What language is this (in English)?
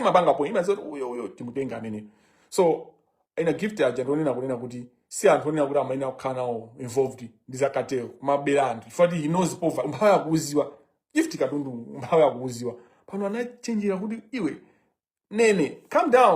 Nyanja